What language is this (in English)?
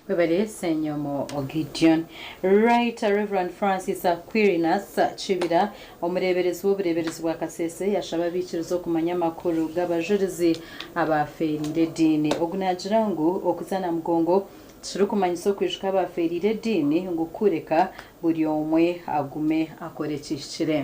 Nyankole